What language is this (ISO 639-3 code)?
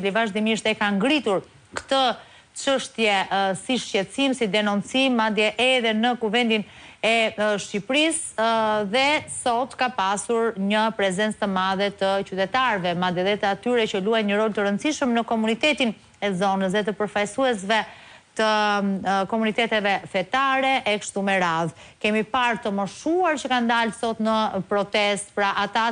sqi